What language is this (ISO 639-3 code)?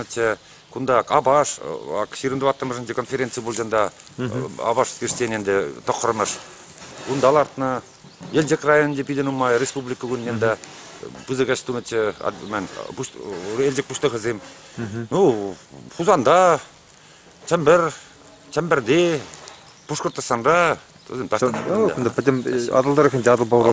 chv